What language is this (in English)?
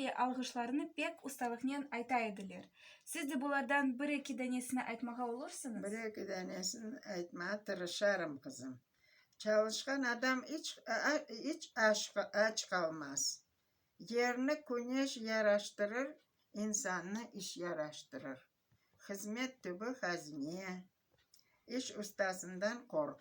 Crimean Tatar